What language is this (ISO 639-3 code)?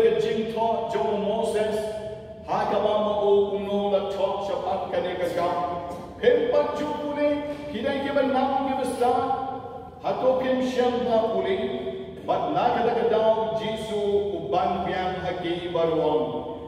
kha